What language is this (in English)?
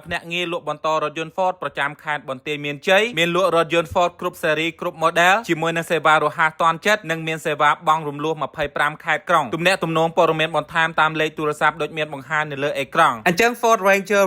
Khmer